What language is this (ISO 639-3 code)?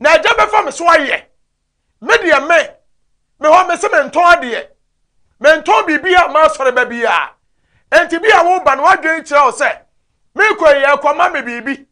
aka